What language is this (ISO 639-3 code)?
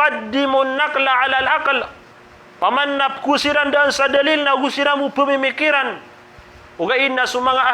mrw